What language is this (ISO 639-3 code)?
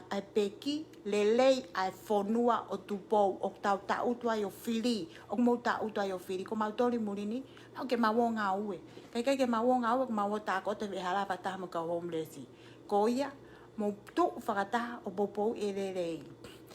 ton